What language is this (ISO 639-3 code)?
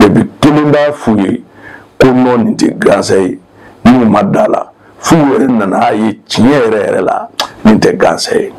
bam